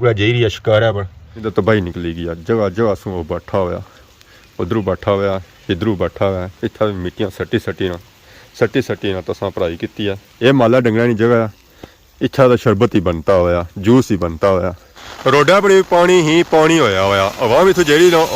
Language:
Pahari-Potwari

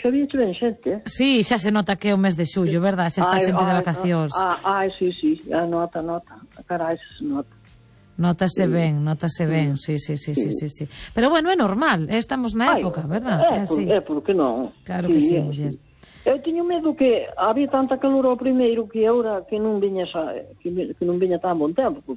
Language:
Galician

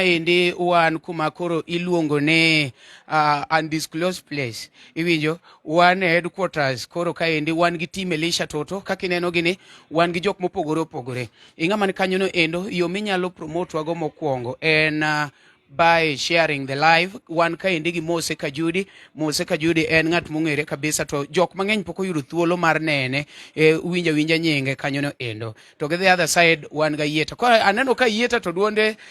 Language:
Luo (Kenya and Tanzania)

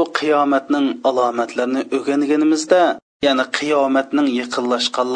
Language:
Uyghur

